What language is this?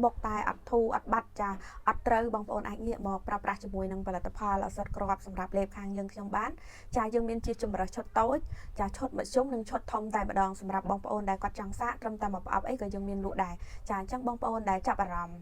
Khmer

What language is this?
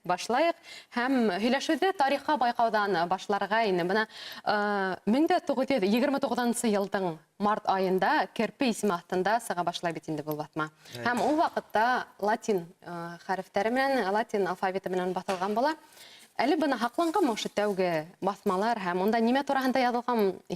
Bashkir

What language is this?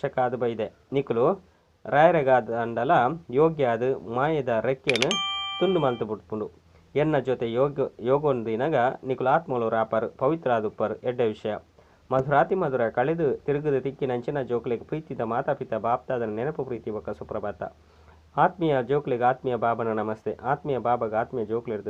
Tulu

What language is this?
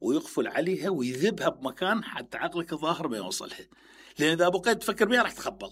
Mesopotamian Arabic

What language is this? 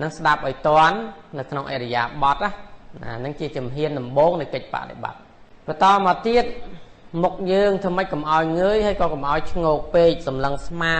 Khmer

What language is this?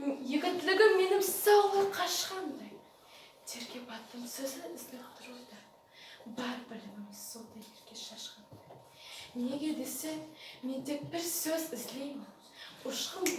Nogai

